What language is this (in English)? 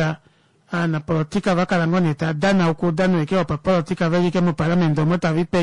Kuanyama